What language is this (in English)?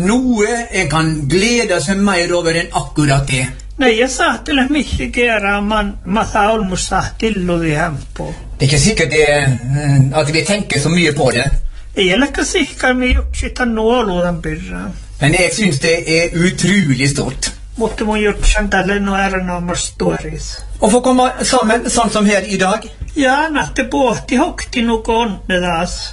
Norwegian